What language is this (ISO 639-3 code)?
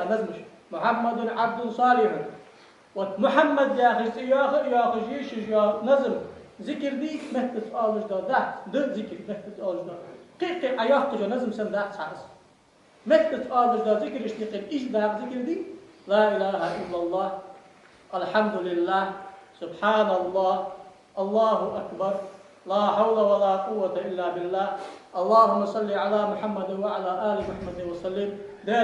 inh